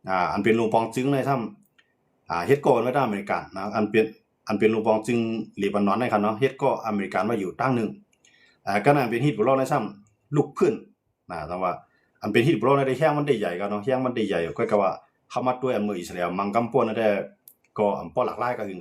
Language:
Shan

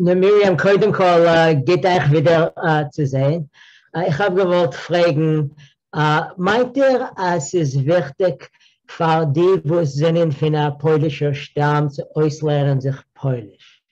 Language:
Yiddish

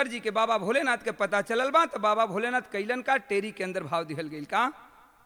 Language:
Bhojpuri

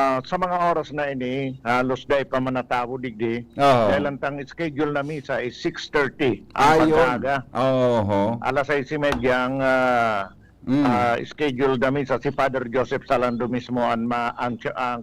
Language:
Bikol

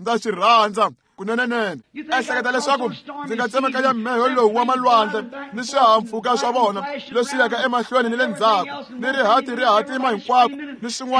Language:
Tsonga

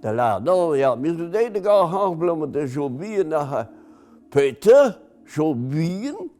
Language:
Breton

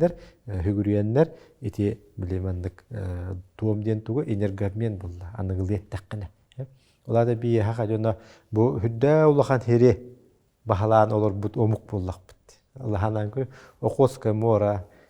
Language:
Yakut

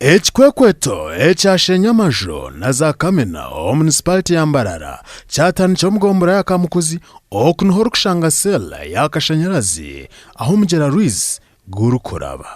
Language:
Nyankole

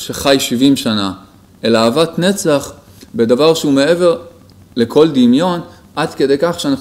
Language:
Hebrew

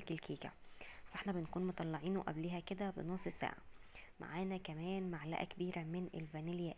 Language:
Egyptian Arabic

